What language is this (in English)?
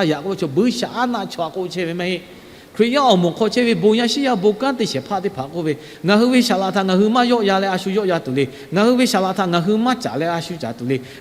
Lahu